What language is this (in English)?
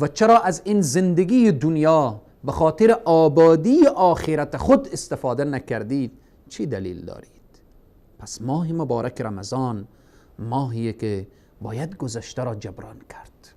Persian